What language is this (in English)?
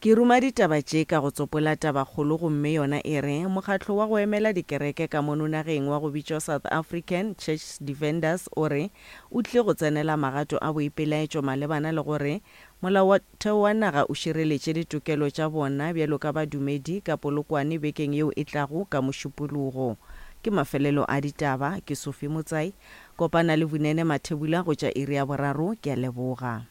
Northern Sotho